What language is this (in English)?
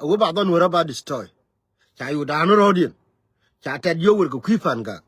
Nuer